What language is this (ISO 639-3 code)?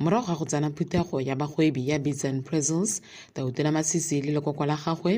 tsn